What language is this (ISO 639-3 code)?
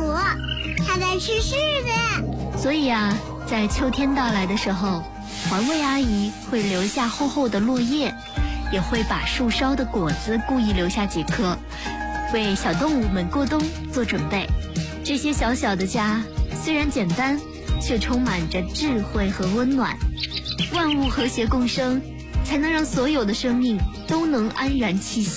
zho